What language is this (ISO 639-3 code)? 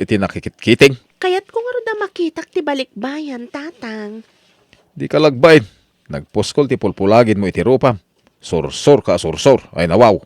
ilo